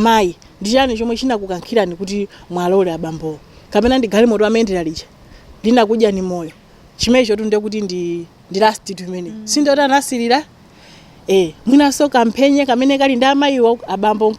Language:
Nyanja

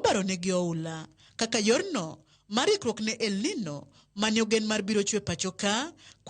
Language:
Luo (Kenya and Tanzania)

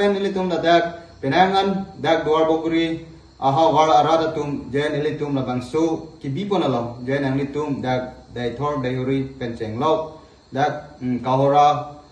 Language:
Karbi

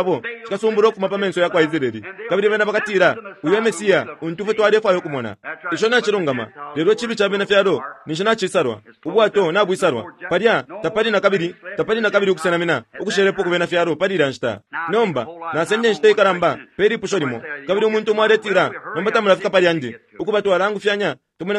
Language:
Bemba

